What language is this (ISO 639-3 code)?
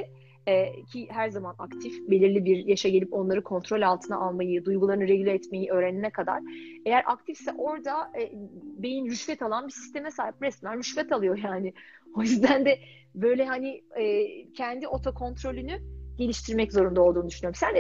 tur